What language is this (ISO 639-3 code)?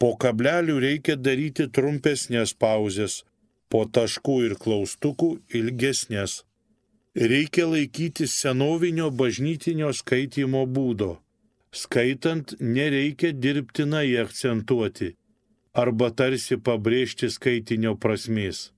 lit